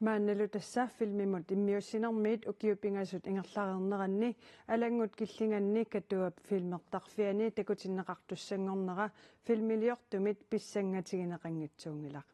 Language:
Kalaallisut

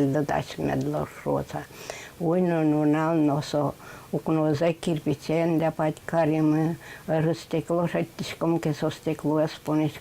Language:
Udmurt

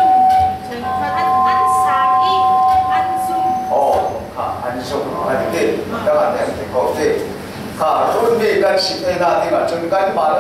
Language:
Falam Chin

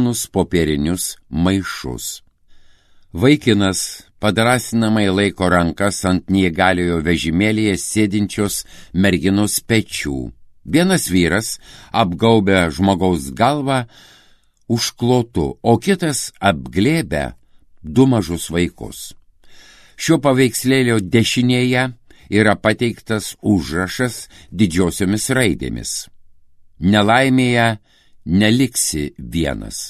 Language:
Lithuanian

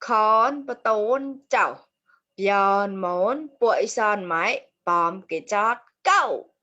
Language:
Mon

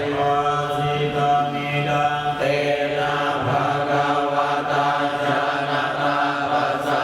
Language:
Pali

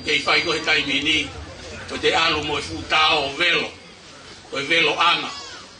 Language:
Tongan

